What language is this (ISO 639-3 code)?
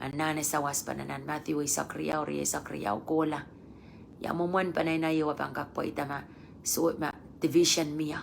pon